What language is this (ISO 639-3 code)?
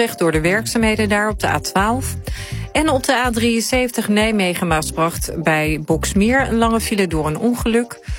nld